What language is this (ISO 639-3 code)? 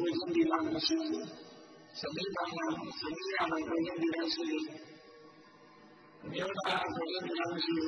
mya